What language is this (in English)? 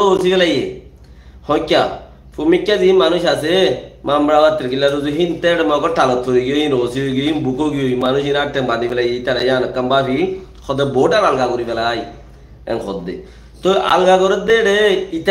Rohingya